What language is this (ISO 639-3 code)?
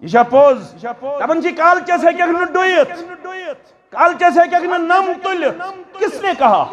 kas